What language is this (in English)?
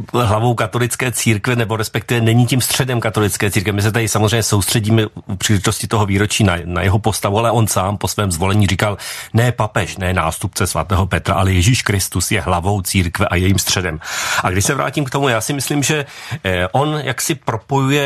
Czech